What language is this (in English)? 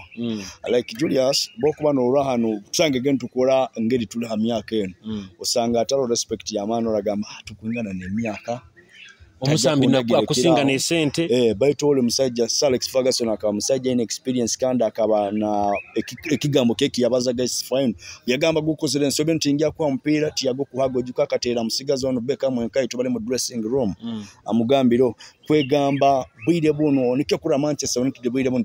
Nyoro